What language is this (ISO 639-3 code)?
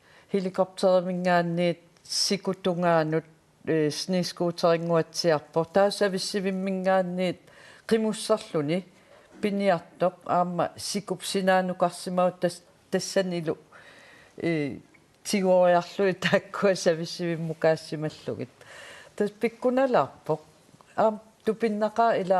kal